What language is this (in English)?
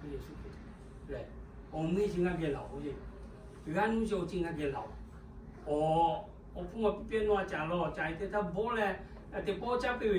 Lahu